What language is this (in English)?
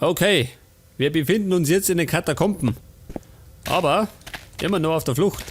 Bavarian